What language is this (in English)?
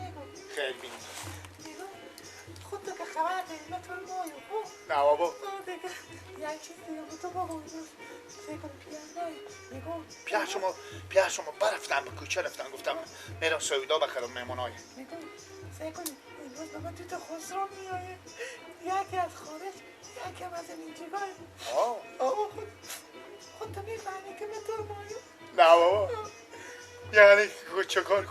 Persian